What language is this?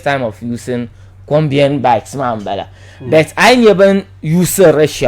Dagbani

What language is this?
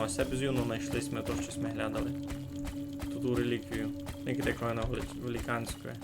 Rusyn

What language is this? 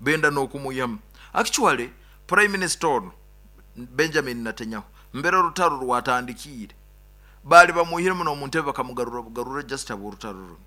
Nyoro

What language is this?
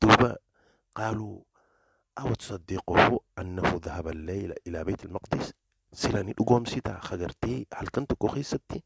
Oromo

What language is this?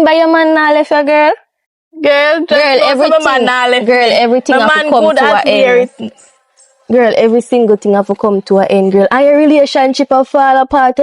Jamaican Creole English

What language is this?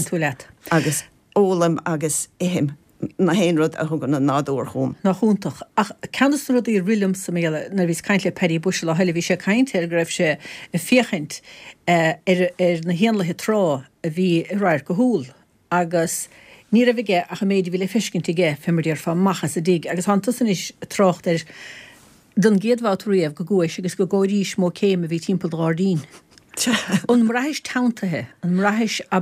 Irish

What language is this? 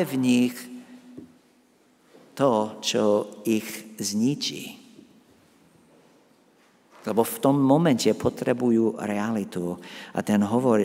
Slovak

